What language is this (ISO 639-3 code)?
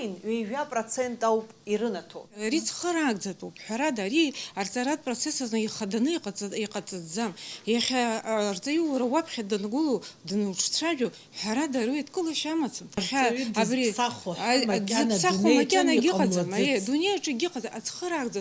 abk